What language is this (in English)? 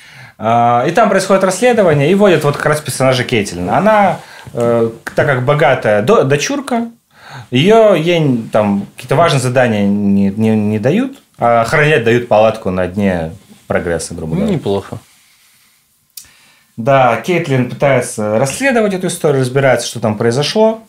Russian